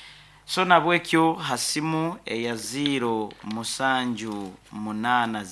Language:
Nyankole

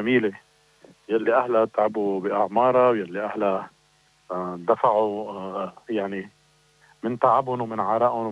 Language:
North Levantine Arabic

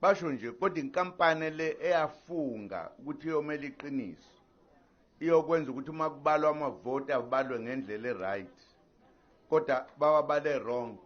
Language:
Zulu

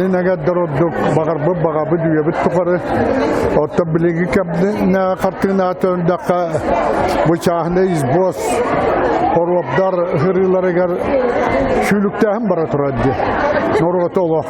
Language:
Yakut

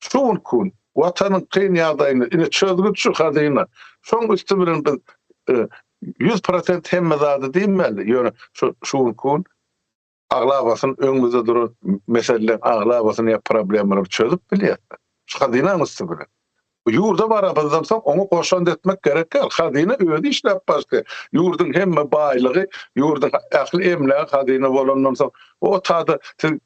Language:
Turkmen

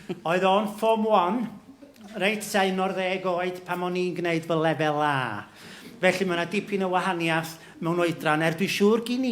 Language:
Welsh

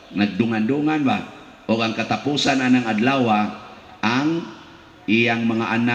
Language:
Cebuano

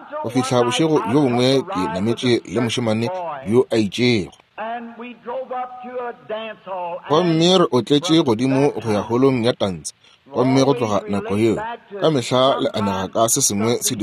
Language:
Northern Sotho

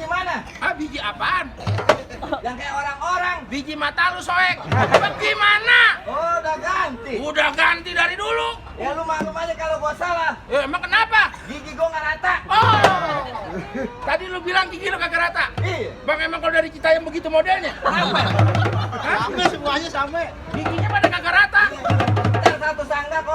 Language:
Betawi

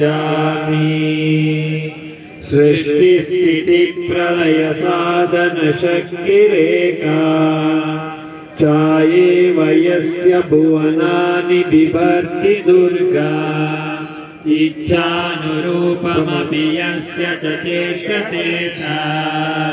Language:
Kannada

